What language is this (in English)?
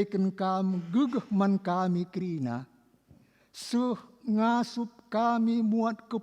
Batak Karo